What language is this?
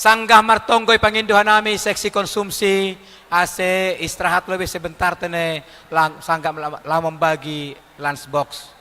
Batak Simalungun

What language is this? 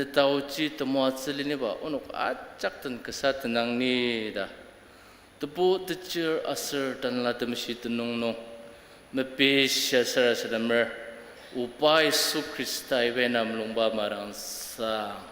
Ao Naga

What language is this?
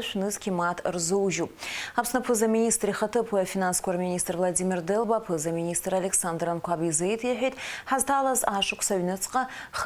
Abkhazian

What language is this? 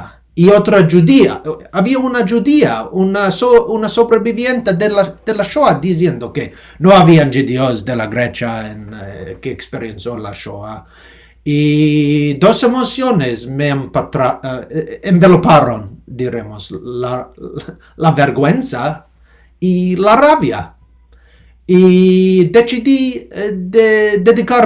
Ladino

